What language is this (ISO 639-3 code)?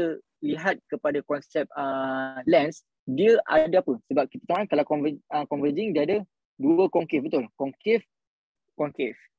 msa